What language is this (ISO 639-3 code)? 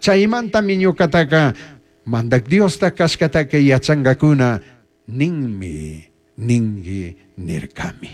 qug